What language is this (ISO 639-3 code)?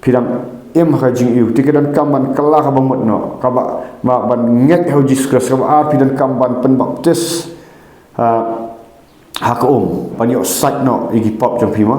kha